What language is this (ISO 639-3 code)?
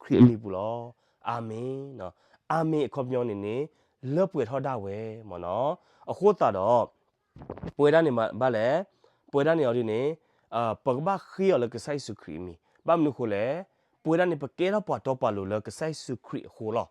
ksw